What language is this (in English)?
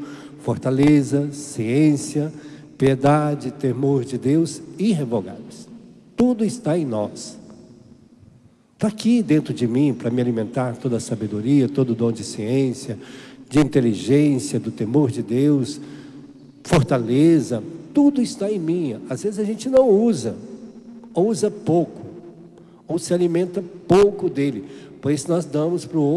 Portuguese